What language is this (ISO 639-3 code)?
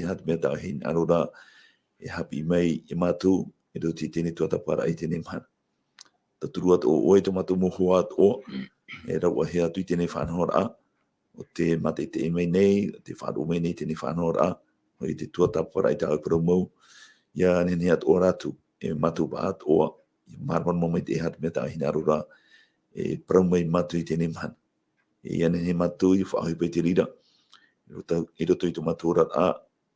tah